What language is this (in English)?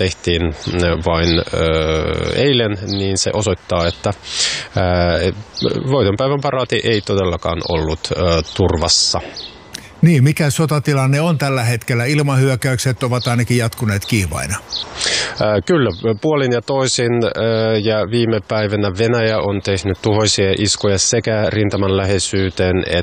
Finnish